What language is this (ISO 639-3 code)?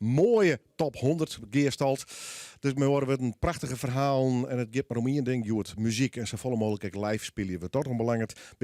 fry